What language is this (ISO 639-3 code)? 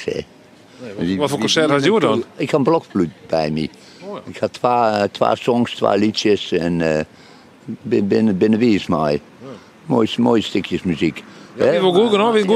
fry